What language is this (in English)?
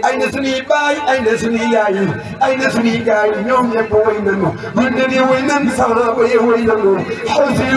Wolof